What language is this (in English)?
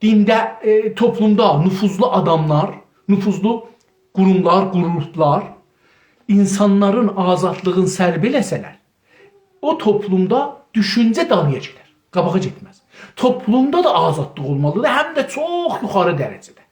South Azerbaijani